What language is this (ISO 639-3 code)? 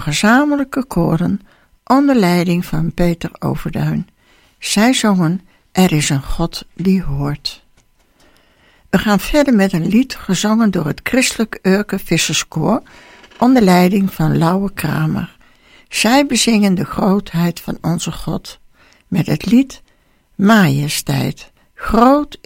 nld